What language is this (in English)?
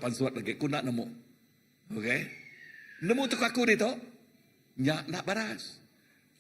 Iban